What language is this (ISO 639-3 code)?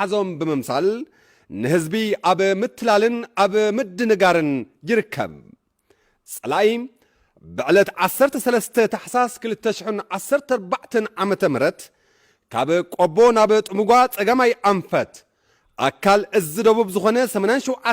tir